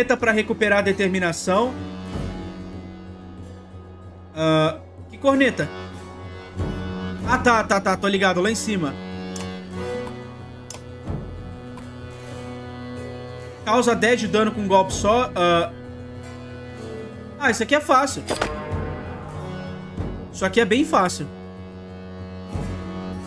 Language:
Portuguese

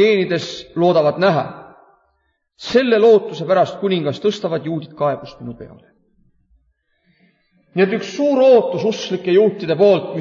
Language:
Estonian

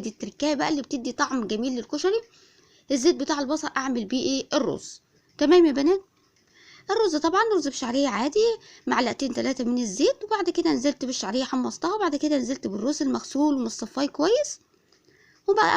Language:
Egyptian Arabic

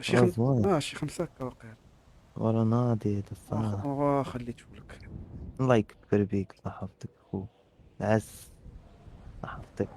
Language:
Moroccan Arabic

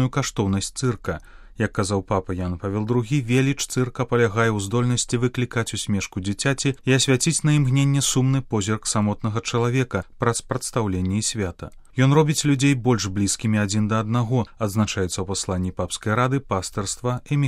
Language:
Belarusian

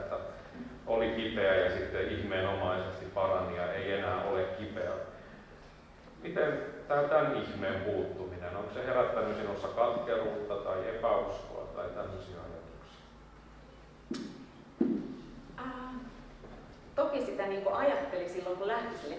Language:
Finnish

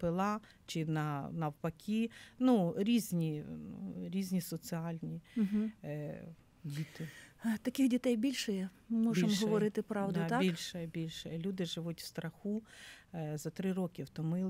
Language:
Ukrainian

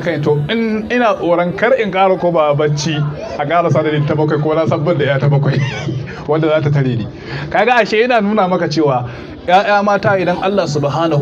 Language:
Hausa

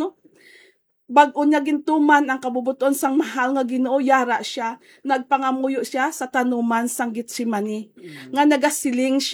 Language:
Hiligaynon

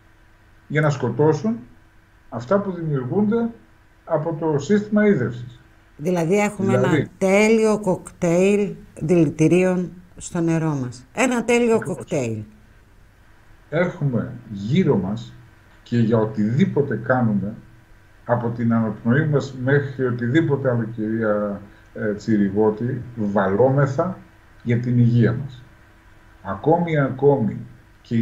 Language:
Greek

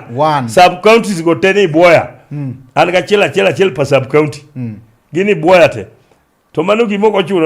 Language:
Luo (Kenya and Tanzania)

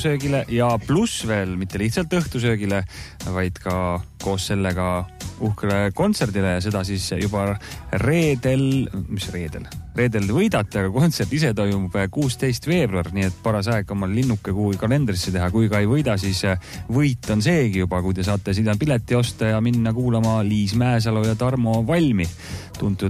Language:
Estonian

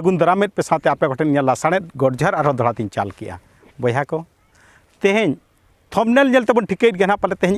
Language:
Santali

